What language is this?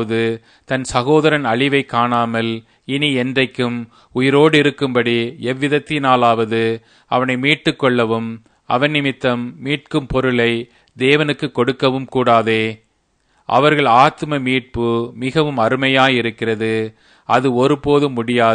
Tamil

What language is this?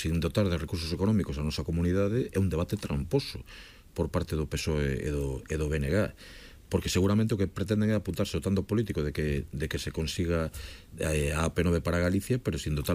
Galician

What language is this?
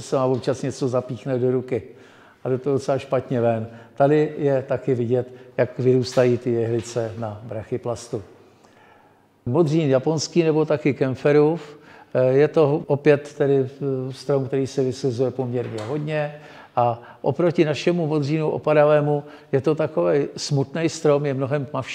Czech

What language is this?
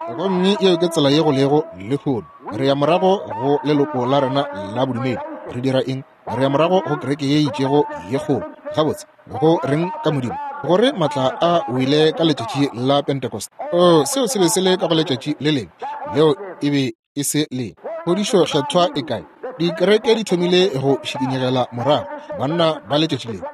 Northern Sotho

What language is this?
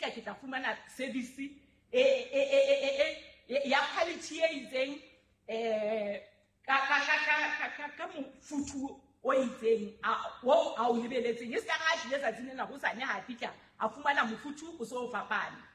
Southern Sotho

